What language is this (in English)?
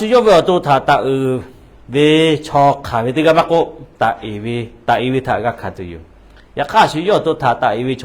Lahu